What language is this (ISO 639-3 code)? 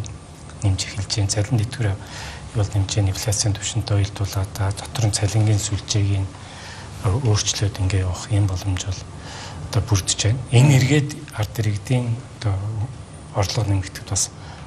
mon